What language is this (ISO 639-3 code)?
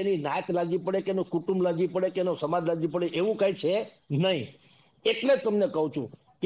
guj